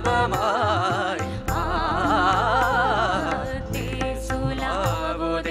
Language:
Tamil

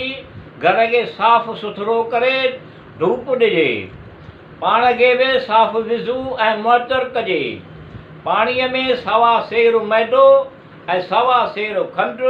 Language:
Sindhi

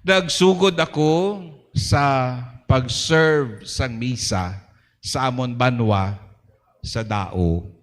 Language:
Hiligaynon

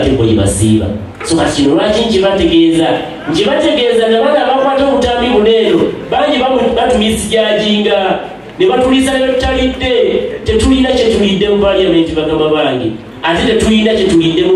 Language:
Ganda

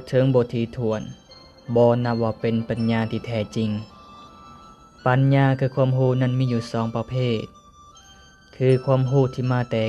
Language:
Lao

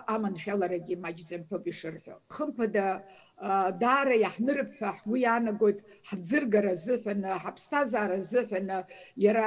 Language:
Abkhazian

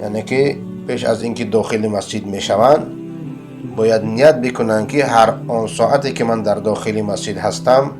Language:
Persian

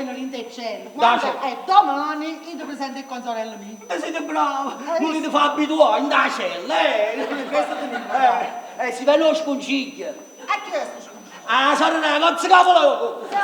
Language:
Neapolitan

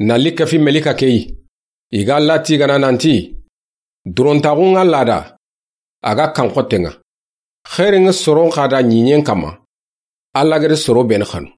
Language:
Soninke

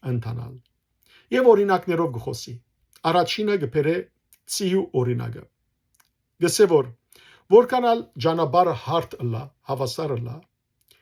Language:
Western Armenian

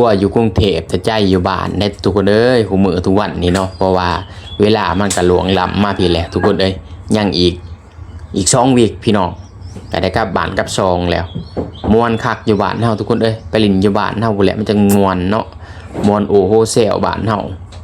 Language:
Lao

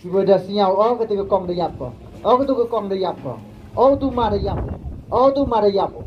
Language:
Pnar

